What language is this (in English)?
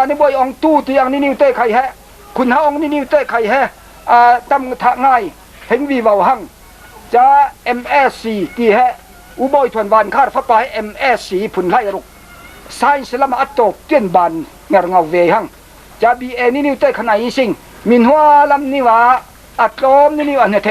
Falam Chin